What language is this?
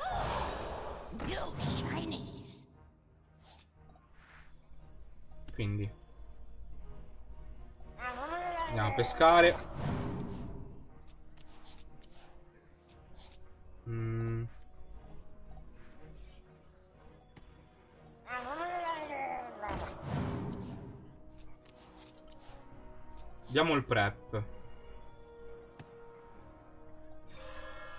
Italian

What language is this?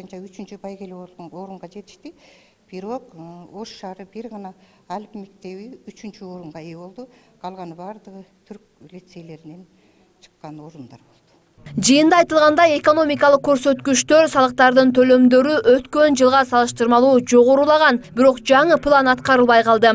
Kyrgyz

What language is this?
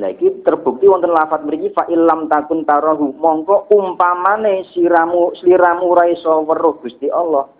Javanese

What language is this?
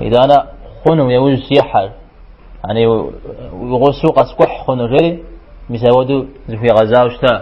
Kabardian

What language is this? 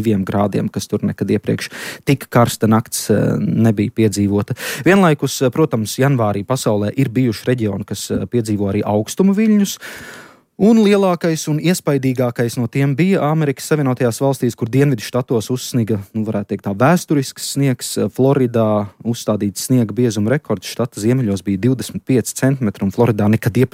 Latvian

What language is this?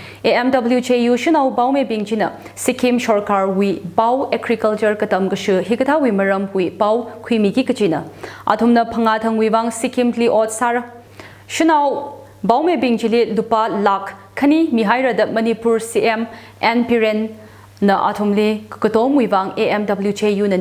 Tangkhul Naga (India)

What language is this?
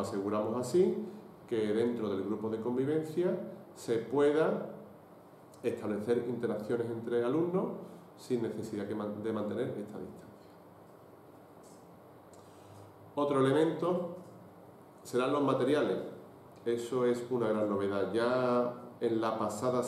Spanish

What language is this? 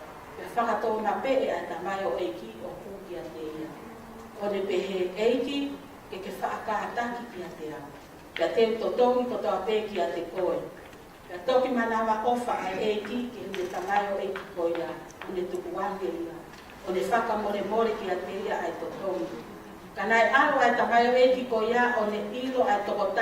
Tongan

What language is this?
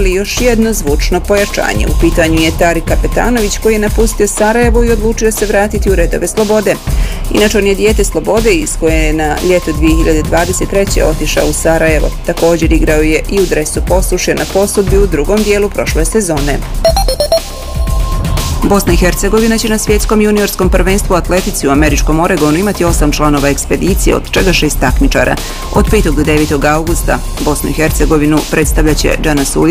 Bosnian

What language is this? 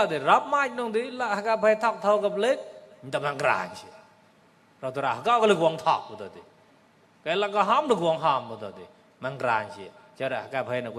Mon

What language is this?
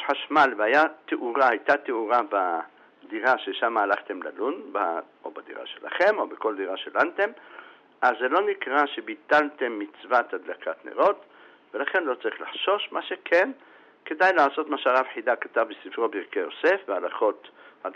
Hebrew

